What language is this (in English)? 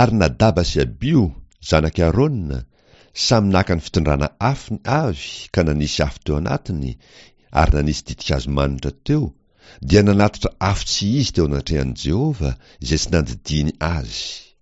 Malagasy